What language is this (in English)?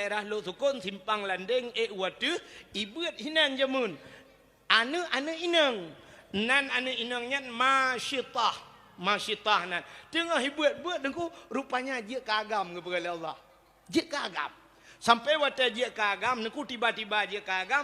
Achinese